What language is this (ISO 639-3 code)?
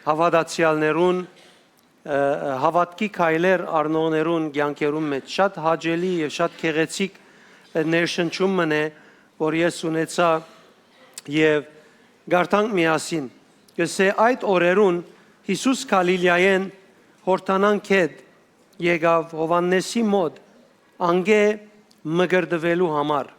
hyw